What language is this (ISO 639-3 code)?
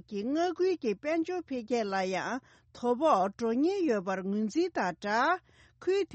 bod